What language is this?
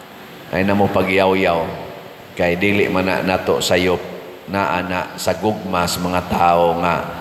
Cebuano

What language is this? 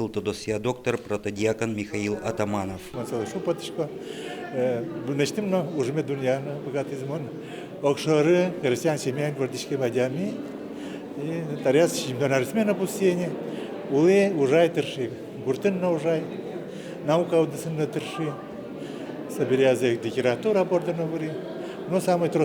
Udmurt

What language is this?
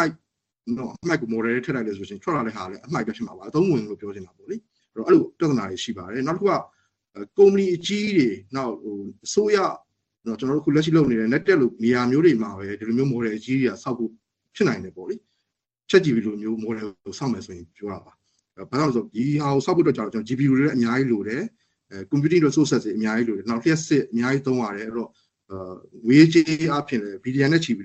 Burmese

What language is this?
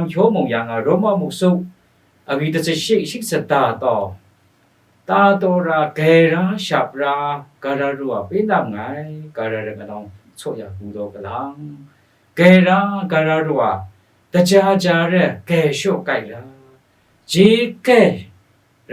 Kachin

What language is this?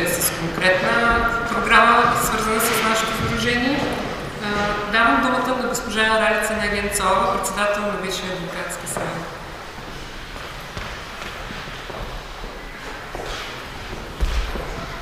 Bulgarian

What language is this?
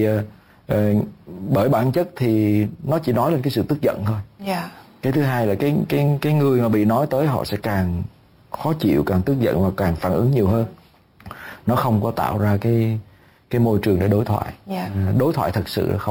Vietnamese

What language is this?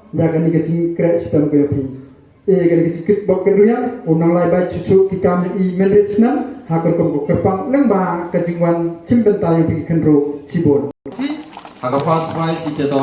Khasi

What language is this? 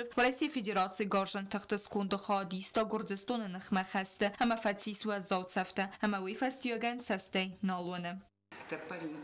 Ossetic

